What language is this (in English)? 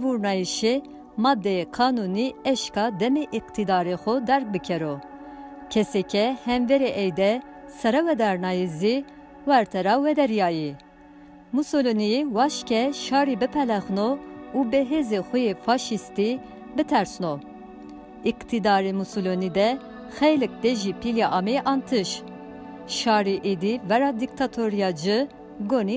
Zaza